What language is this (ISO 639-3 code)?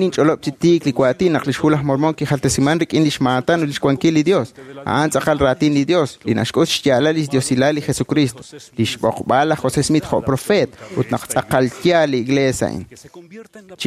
kek